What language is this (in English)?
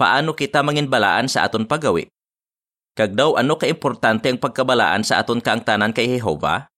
Hiligaynon